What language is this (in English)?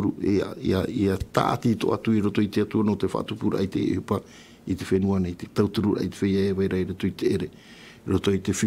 Tahitian